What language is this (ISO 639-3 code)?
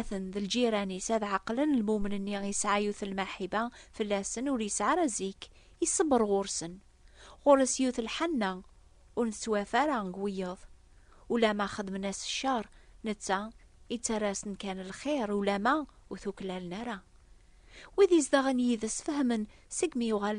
kab